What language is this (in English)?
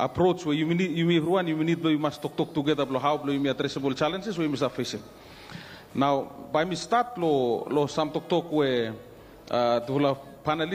Bislama